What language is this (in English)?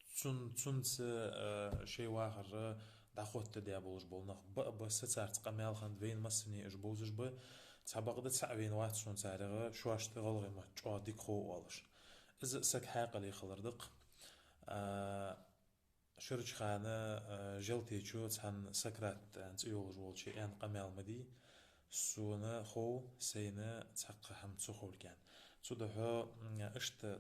Ingush